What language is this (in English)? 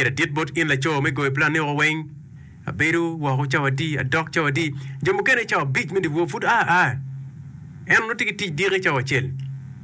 Acoli